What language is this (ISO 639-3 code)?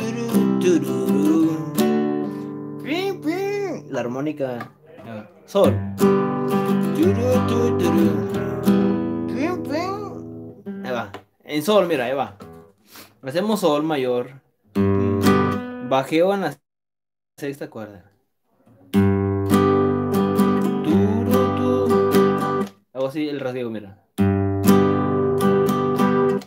spa